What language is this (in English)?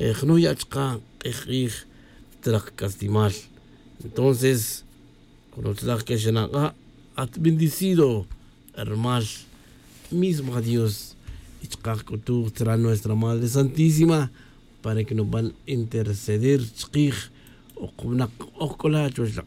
Tz'utujil